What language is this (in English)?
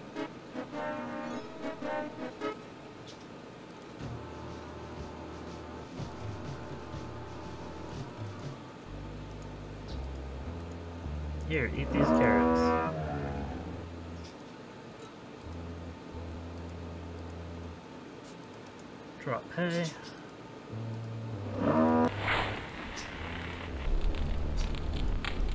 English